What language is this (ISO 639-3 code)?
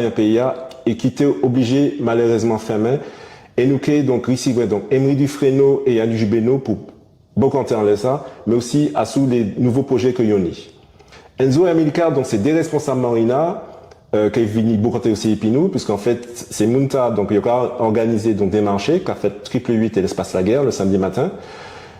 gcf